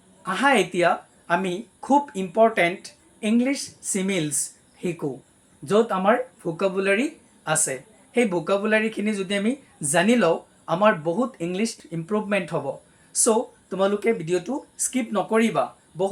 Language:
Assamese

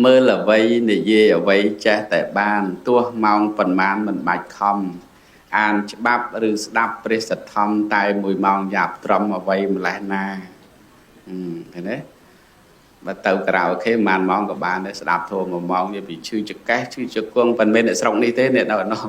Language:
Khmer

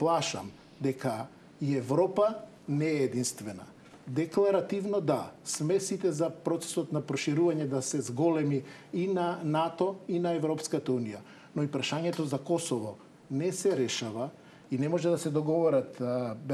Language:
Macedonian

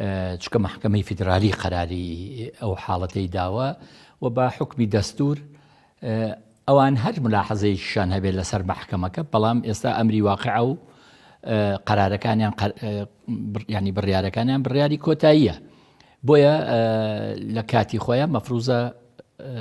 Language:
Central Kurdish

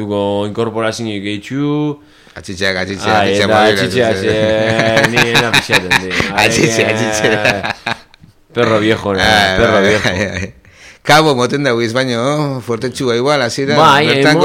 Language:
Basque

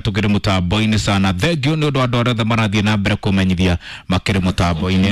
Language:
Kikuyu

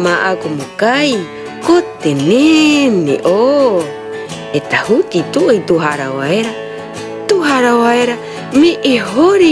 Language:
Rapanui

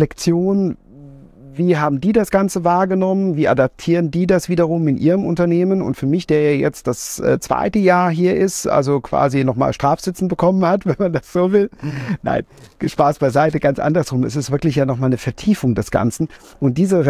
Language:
German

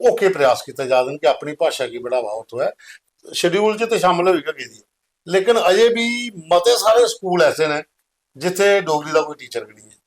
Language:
Dogri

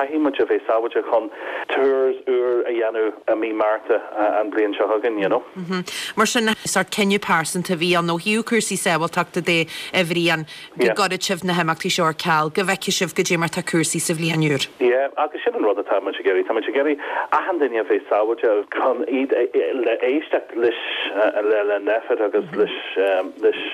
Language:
Irish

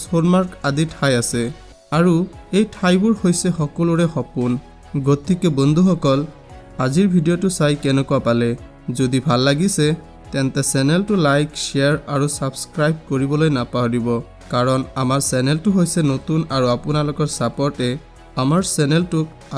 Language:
Assamese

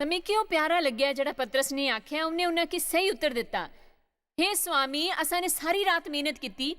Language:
Dogri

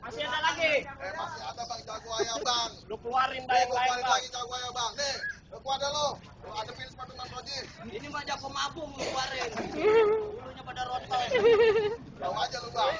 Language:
Betawi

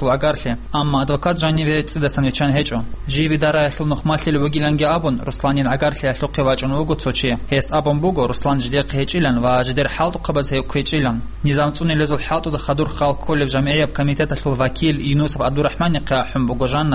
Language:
Avaric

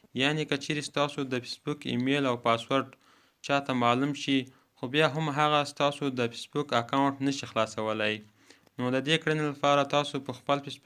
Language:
Pashto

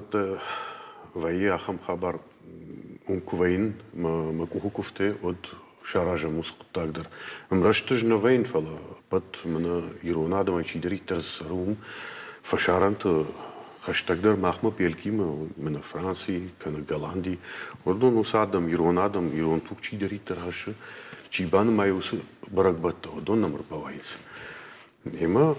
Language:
Ossetic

